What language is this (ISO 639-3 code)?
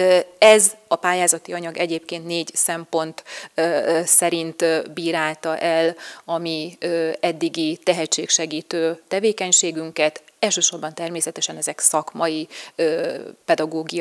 hun